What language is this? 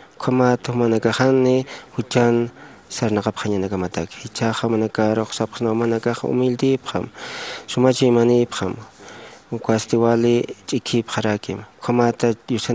Aymara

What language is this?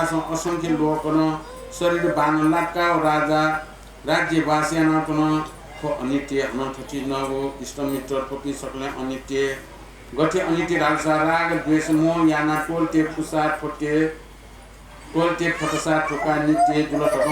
Newari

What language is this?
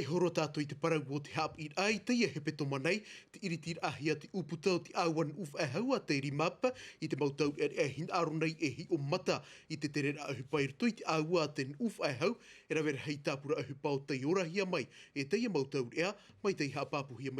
Tahitian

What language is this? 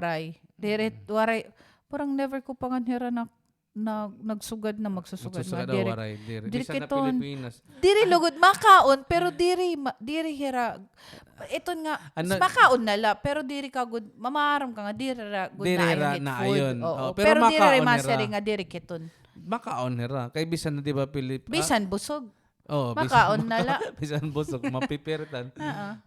Waray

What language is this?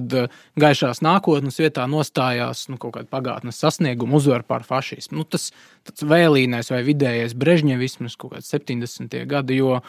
Latvian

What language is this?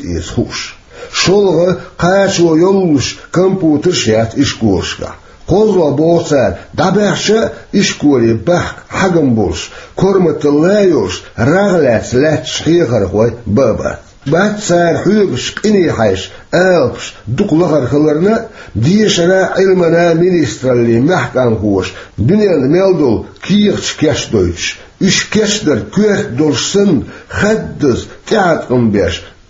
Chechen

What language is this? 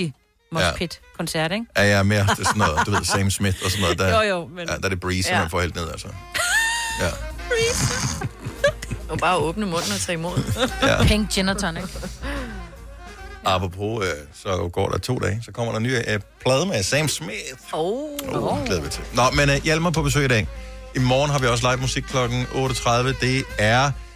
Danish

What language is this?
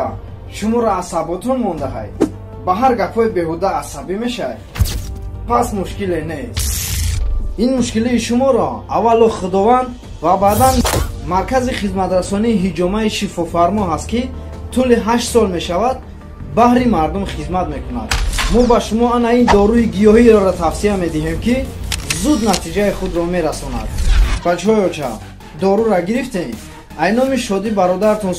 Tajik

